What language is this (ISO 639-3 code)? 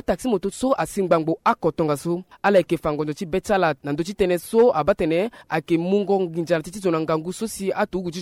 sag